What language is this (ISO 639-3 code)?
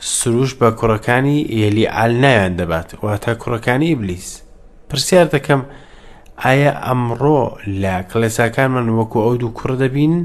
ckb